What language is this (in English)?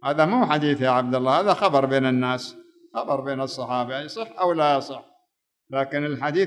Arabic